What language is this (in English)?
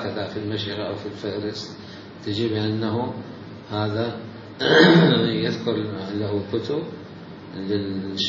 Mesopotamian Arabic